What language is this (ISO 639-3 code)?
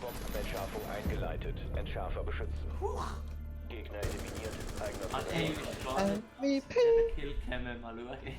gsw